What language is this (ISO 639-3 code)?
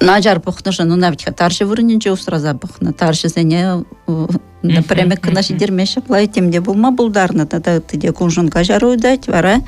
chv